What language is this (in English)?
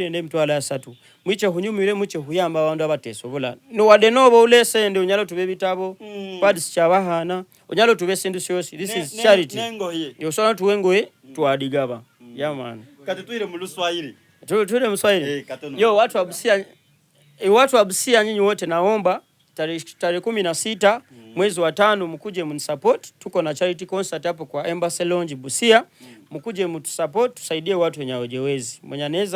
Soga